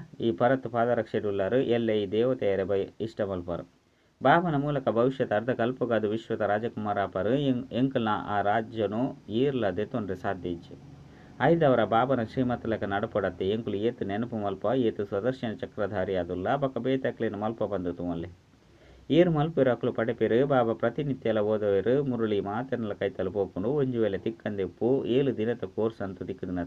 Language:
Tulu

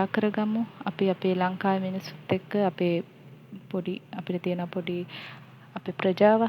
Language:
Sinhala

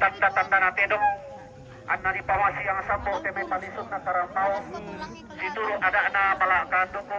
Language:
Toraja-Sa'dan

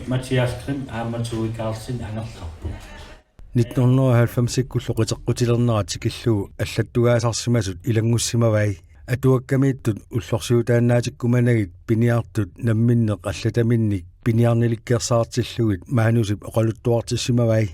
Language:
Kalaallisut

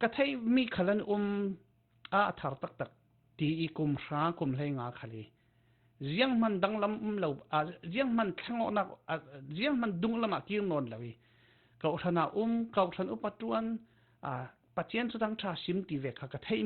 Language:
Falam Chin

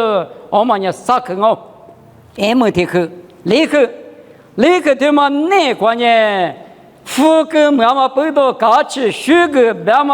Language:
Lisu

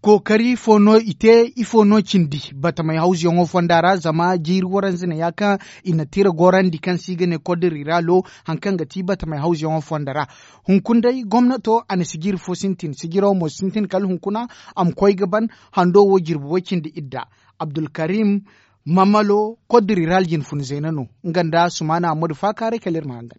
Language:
Zarma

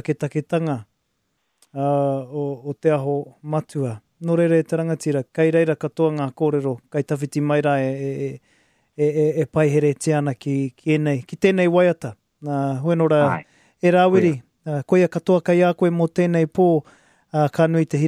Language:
Māori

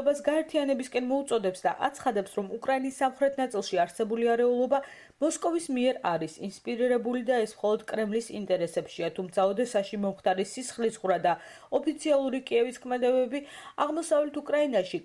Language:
Georgian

